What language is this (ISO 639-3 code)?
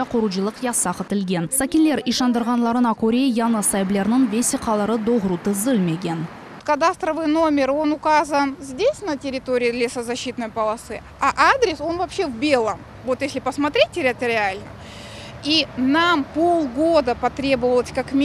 crh